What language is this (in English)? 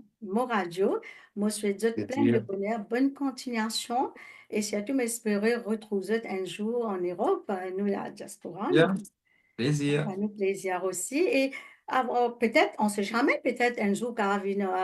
Morisyen